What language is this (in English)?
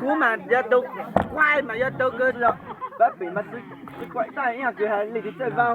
Hmong